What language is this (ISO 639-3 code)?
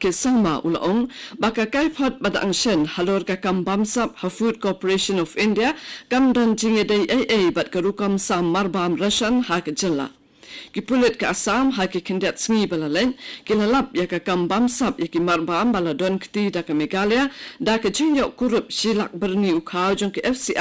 kha